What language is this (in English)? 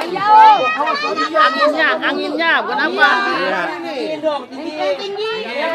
Betawi